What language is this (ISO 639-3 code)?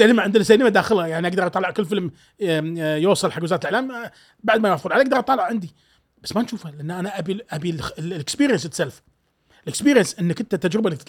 afb